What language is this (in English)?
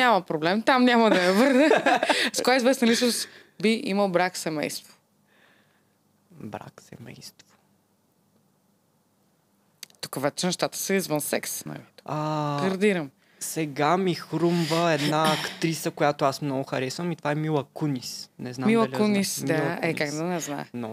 Bulgarian